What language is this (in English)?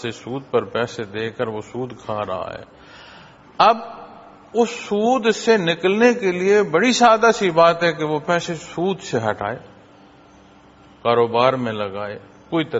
Urdu